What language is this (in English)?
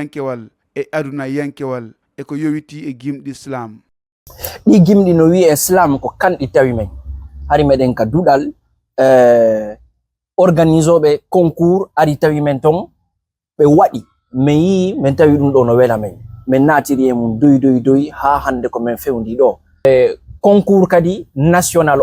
Fula